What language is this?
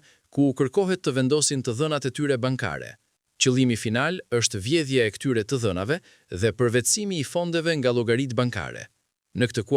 Albanian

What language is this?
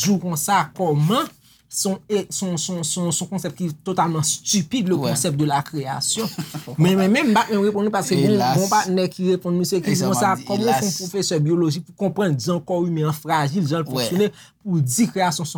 Haitian Creole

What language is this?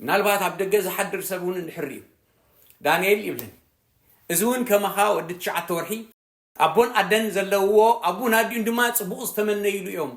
Tigrinya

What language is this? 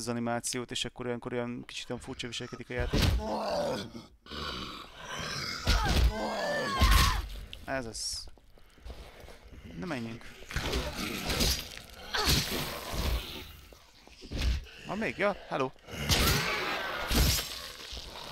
Hungarian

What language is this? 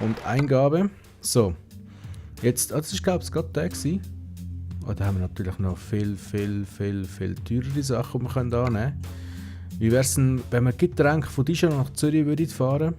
Swiss German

